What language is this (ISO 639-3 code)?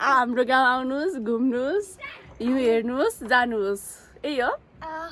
nep